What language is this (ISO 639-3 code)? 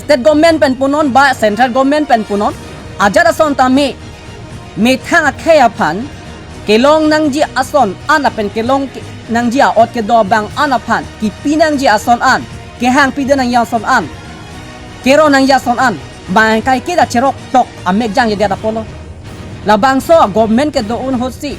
mjw